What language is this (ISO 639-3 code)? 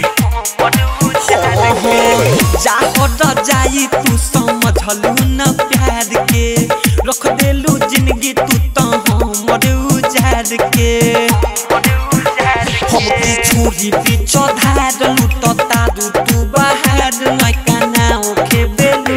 bho